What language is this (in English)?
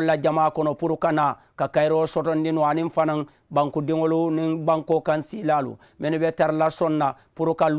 Mandingo